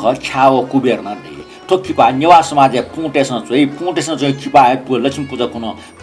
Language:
Newari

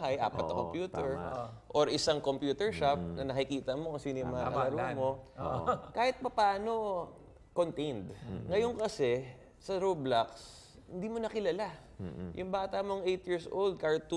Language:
Filipino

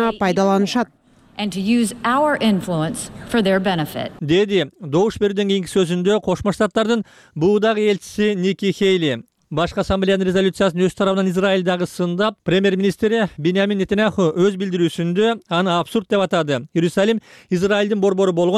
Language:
Kyrgyz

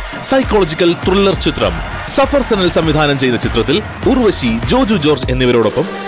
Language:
Malayalam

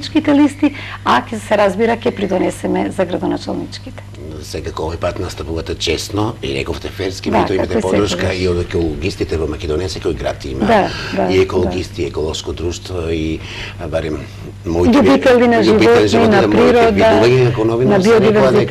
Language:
Macedonian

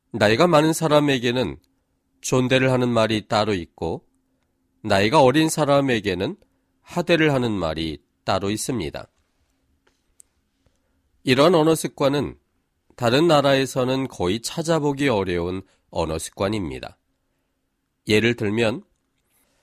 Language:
Korean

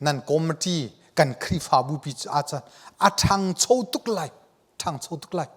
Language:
Hakha Chin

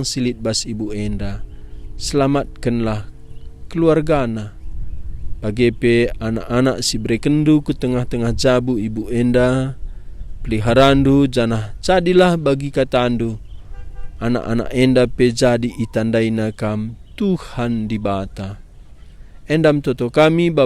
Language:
Batak Karo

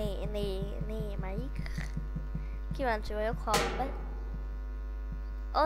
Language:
Hungarian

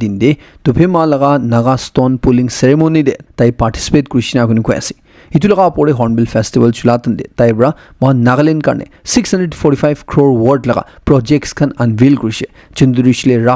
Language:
Naga Pidgin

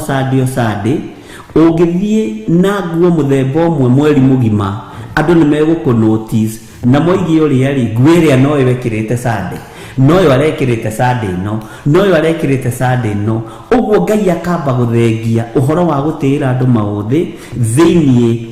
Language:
Kikuyu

